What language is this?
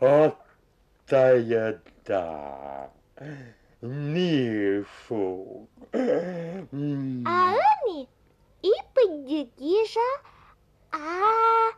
Komi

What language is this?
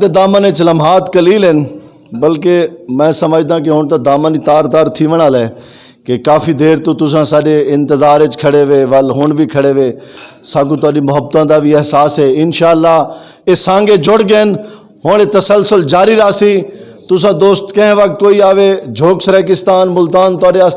Saraiki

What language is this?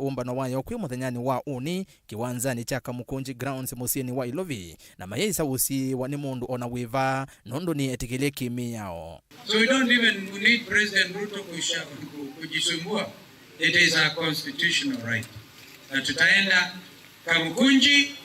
Kamba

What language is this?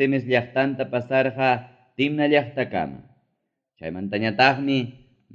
Ayacucho Quechua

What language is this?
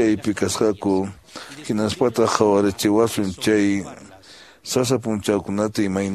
Quechua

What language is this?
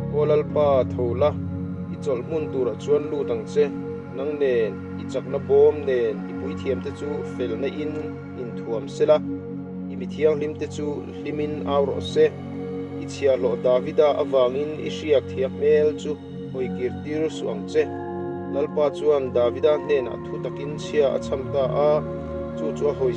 Mizo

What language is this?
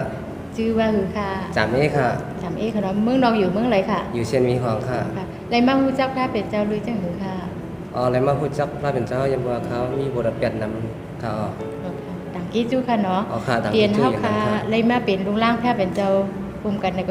Shan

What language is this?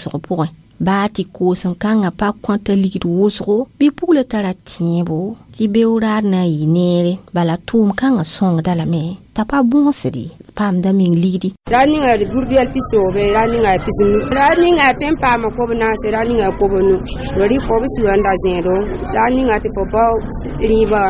Mossi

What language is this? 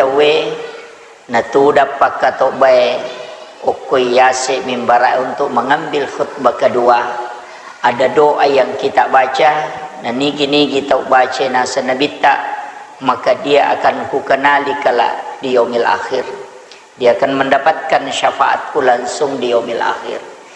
Buginese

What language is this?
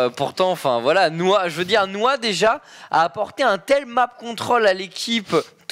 French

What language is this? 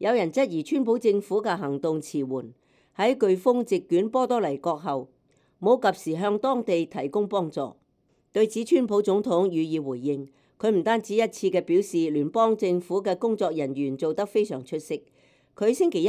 Cantonese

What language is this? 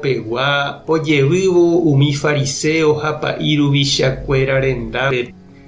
Guarani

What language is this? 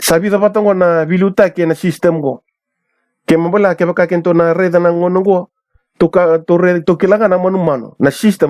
Fijian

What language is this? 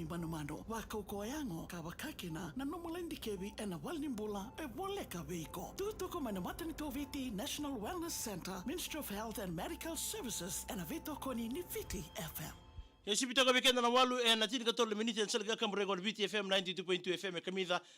Fijian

